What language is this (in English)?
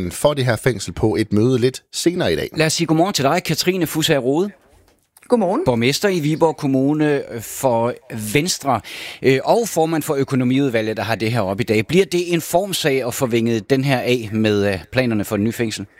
Danish